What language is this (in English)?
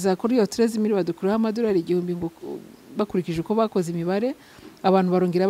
Kinyarwanda